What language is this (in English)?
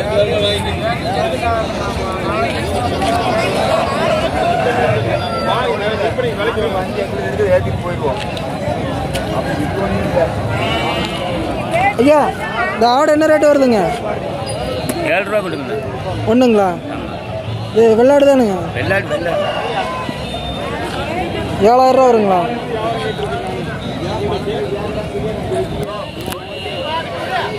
Tamil